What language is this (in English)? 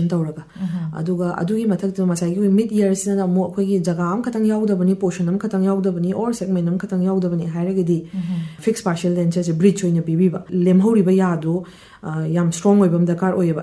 Manipuri